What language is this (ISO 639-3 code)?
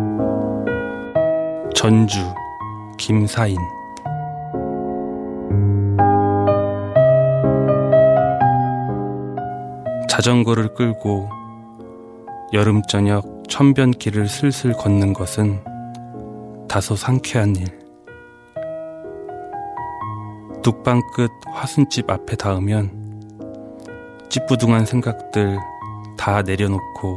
kor